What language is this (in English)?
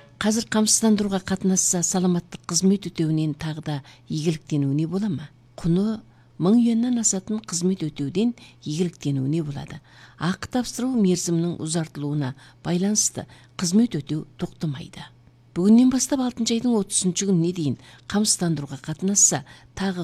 Kazakh